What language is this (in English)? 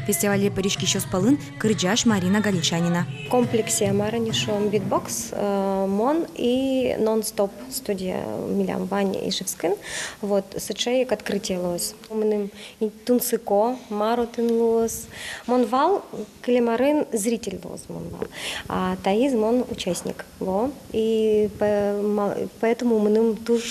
Udmurt